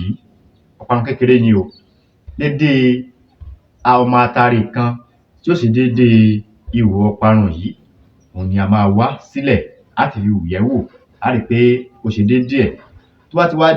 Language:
Yoruba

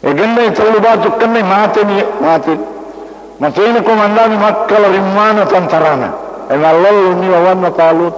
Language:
Buginese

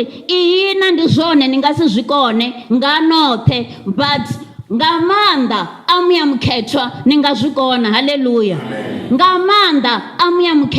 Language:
Venda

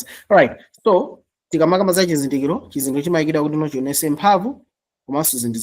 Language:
Nyanja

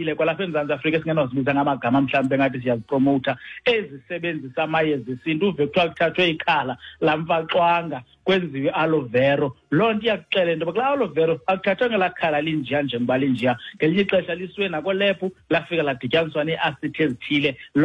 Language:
Xhosa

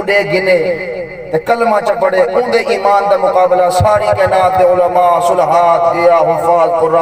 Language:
Saraiki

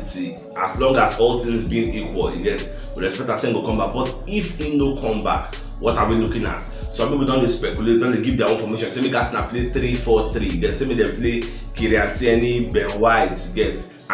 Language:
Nigerian Pidgin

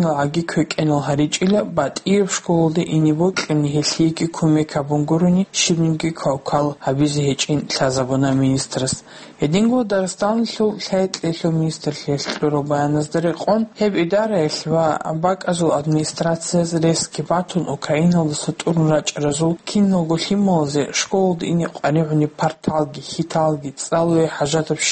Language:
Avaric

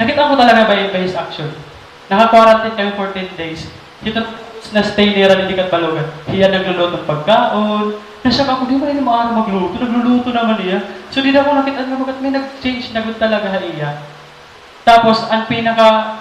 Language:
Waray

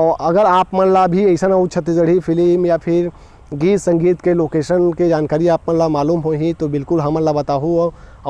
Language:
Chhattisgarhi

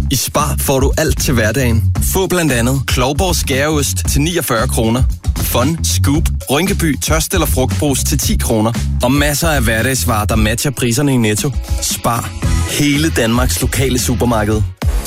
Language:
Danish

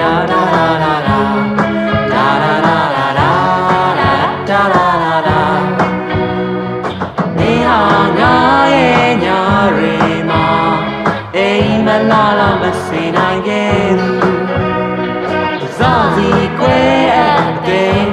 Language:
Burmese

